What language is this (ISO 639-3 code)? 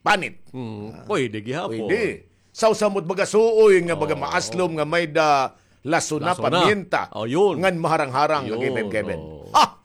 war